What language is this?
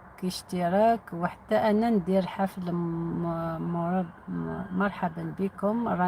Algerian Arabic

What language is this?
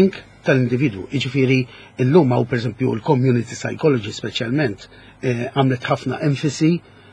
Maltese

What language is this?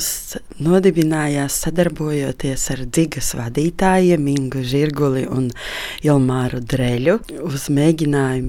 Latvian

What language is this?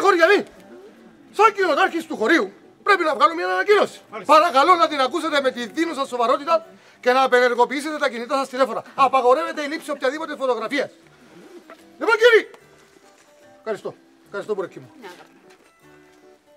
Greek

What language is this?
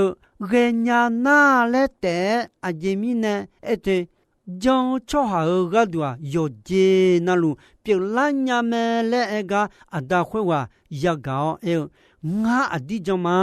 Akha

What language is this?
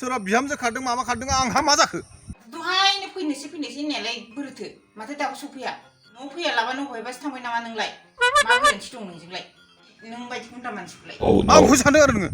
Bodo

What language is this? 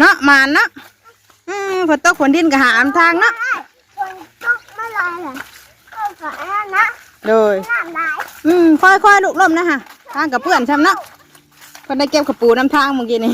Northeastern Thai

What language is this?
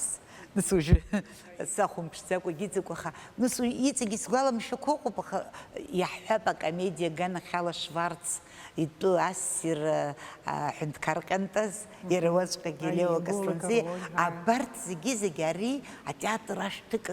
Abkhazian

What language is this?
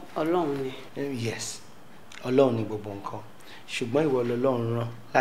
Yoruba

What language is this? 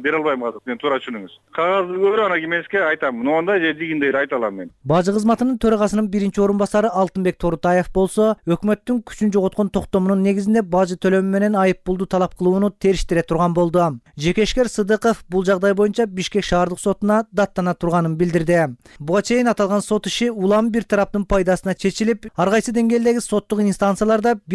Kyrgyz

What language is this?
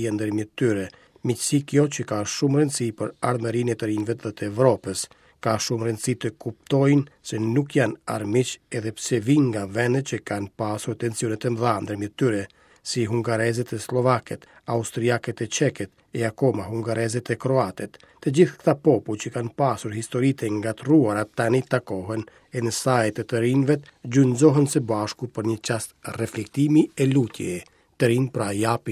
Albanian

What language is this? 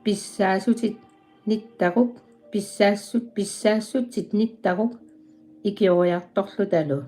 Kalaallisut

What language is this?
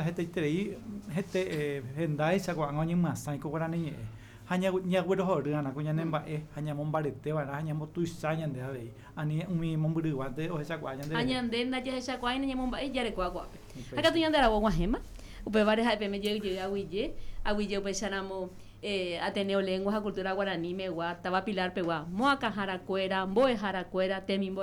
Guarani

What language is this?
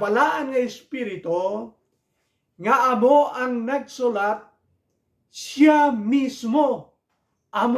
Hiligaynon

